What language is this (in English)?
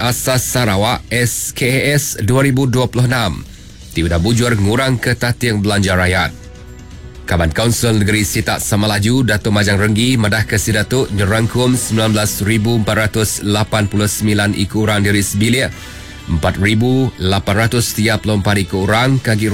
Iban